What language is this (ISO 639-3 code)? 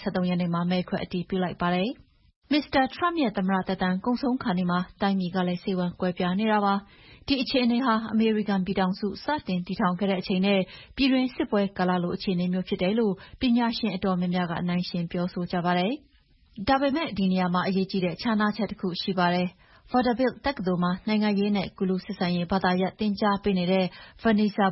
mya